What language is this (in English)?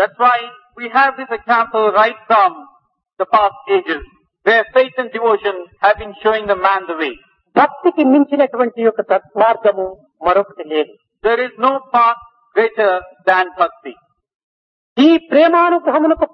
Telugu